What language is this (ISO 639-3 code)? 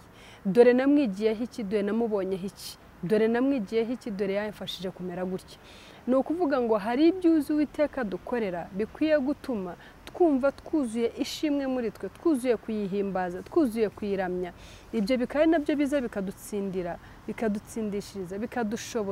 kin